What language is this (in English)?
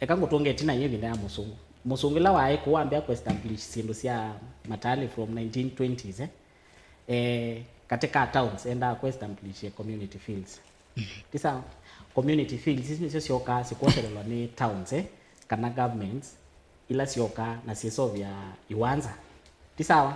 Kamba